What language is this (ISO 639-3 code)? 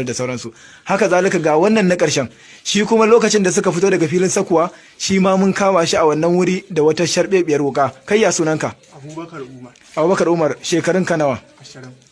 hau